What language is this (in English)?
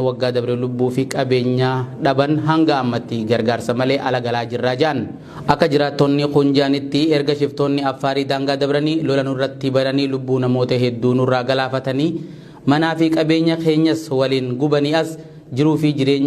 Oromo